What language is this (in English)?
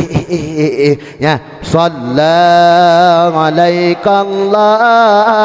Achinese